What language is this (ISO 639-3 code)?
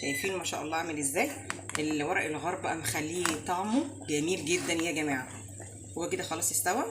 arz